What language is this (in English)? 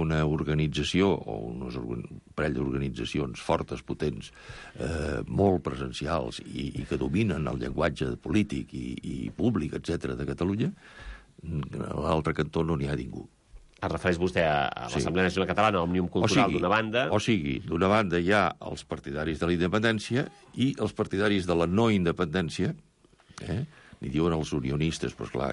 Catalan